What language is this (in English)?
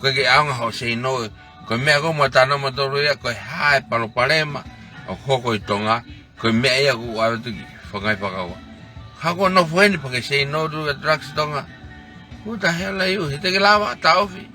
Tongan